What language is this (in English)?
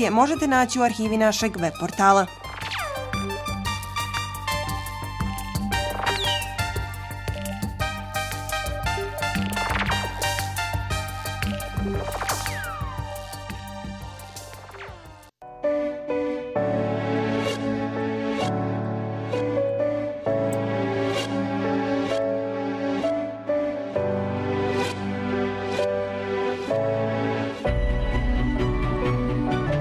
Bosnian